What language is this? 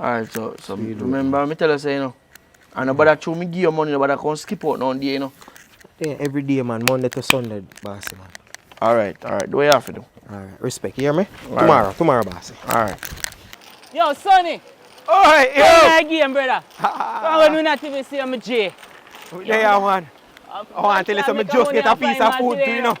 Jamaican Creole English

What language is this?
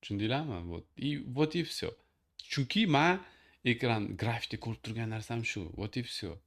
Uzbek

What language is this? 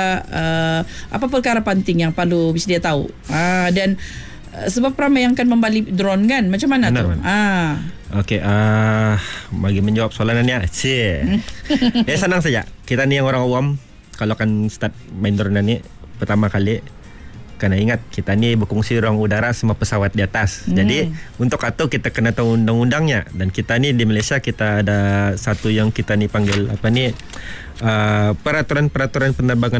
Malay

